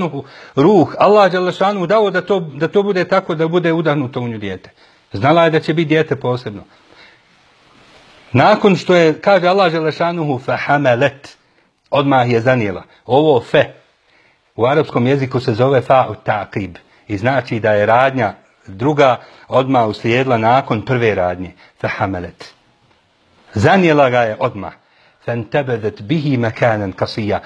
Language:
Bosnian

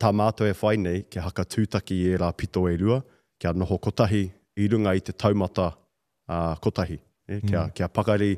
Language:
Māori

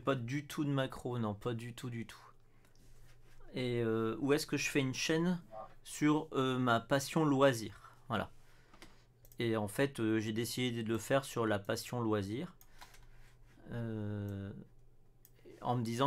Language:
French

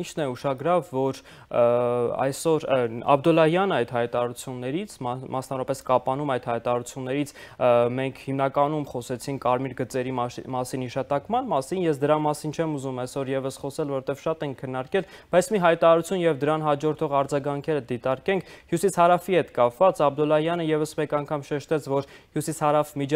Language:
Armenian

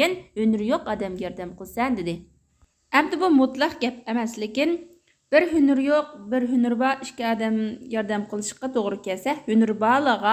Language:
Uyghur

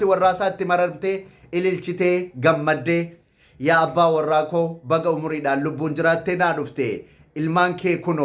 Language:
Oromo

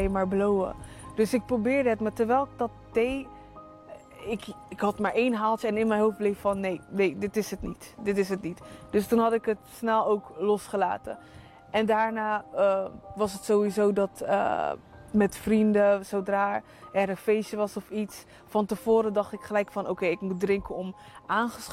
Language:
Dutch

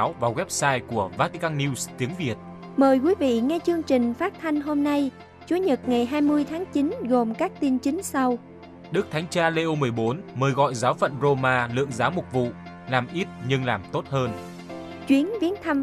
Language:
Vietnamese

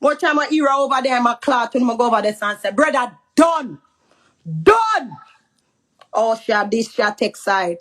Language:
Jamaican Creole English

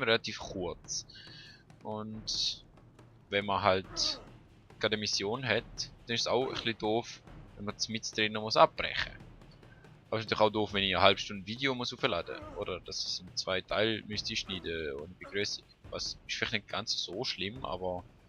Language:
Swiss German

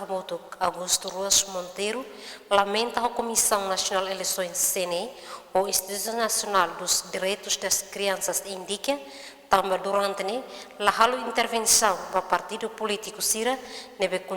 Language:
Tetum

